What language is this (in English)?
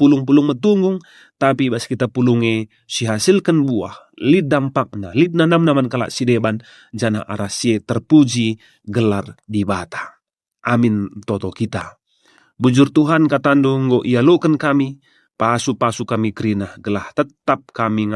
Batak Karo